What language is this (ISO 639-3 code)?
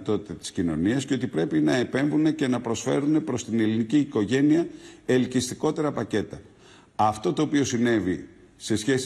ell